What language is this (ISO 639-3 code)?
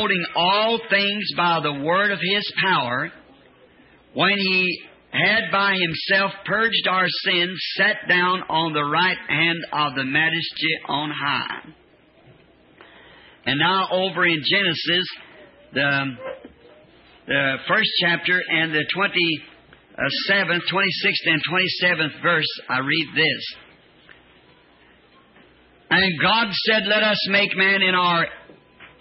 eng